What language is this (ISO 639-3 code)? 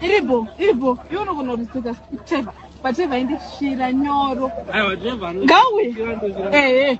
sna